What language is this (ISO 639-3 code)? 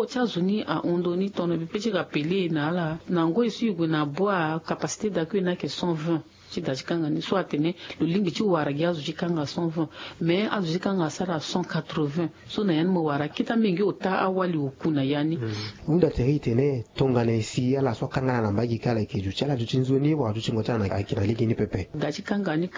sag